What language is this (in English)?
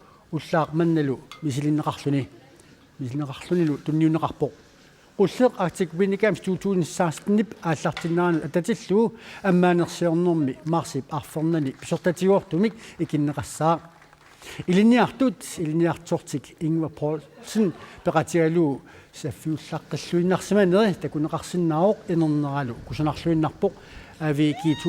Kalaallisut